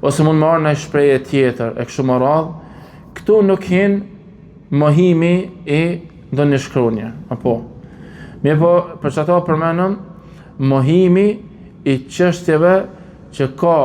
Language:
Albanian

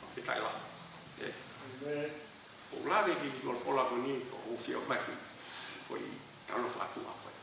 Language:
Tongan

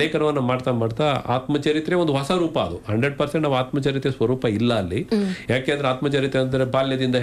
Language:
Kannada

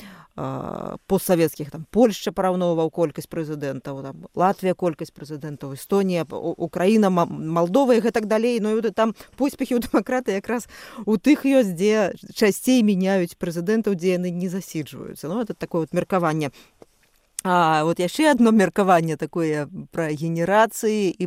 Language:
Belarusian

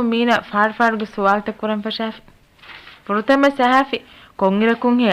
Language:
Divehi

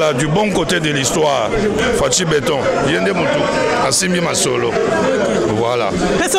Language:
Lingala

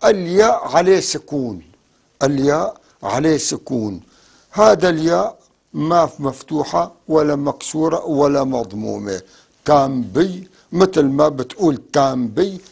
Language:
North Levantine Arabic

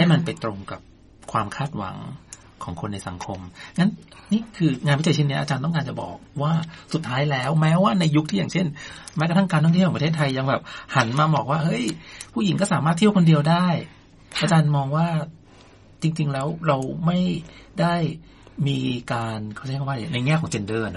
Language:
Thai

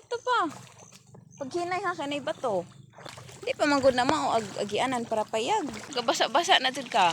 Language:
Cebuano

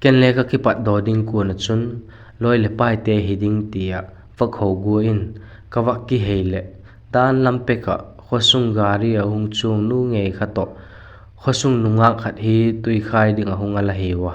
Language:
Vaiphei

